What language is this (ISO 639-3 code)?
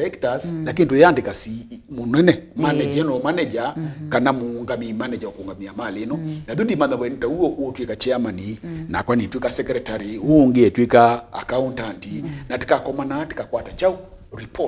kam